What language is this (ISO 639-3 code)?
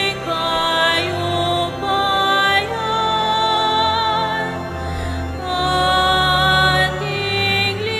pam